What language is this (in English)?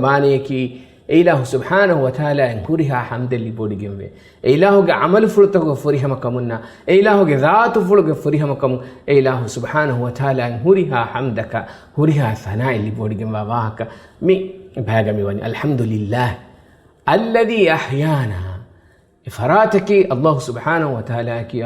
Divehi